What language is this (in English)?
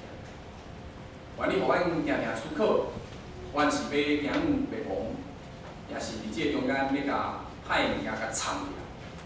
Min Nan Chinese